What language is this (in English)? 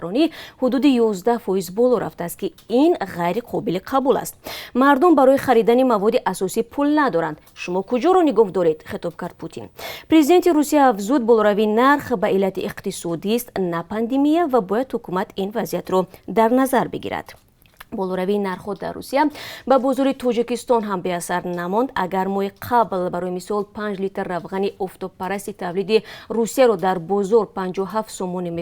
Tajik